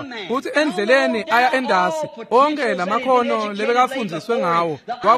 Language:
Swati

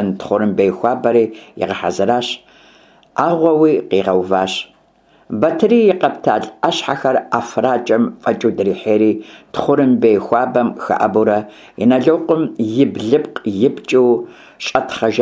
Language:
Kabardian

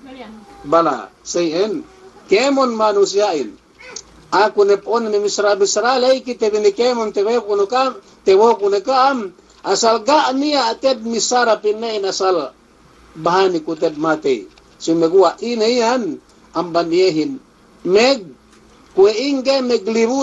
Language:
Yakan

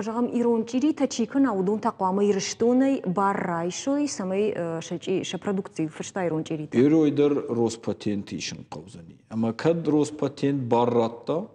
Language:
Ossetic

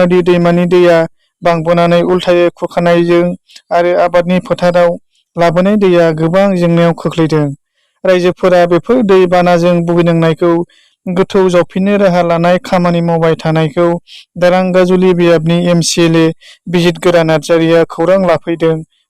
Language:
Bodo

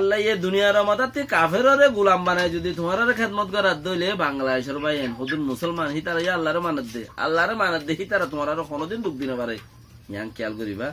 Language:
Rohingya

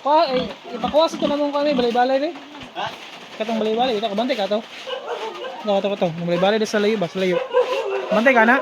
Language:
Cebuano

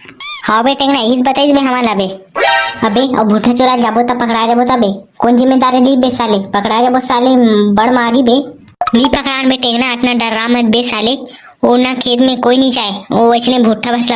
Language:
Chhattisgarhi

